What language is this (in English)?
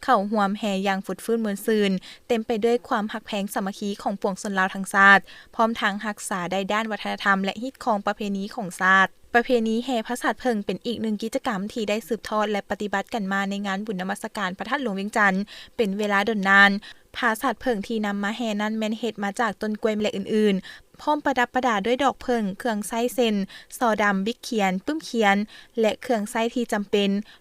Lao